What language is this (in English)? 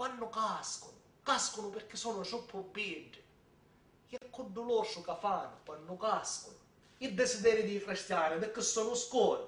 Sicilian